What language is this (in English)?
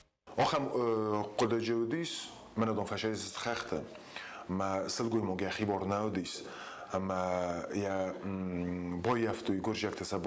Ossetic